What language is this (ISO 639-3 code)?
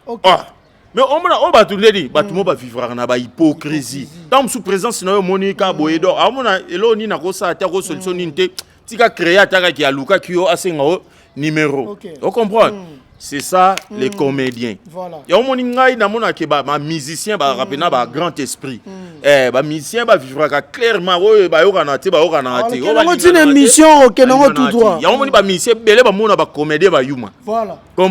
lin